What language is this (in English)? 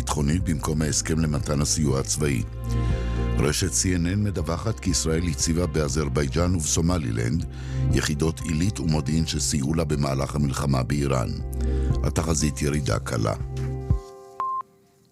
Hebrew